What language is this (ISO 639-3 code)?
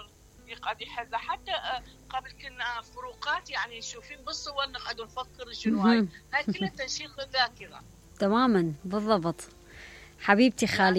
acm